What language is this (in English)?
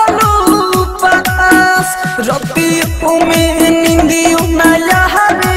Bhojpuri